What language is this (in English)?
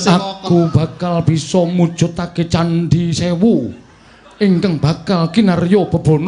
Javanese